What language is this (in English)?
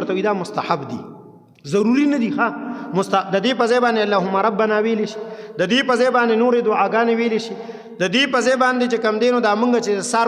Pashto